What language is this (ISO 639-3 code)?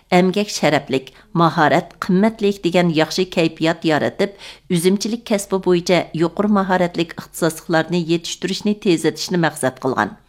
uig